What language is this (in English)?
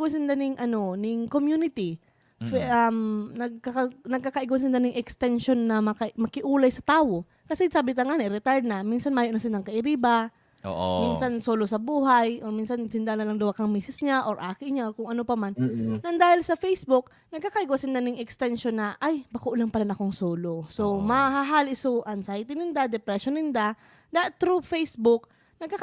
Bikol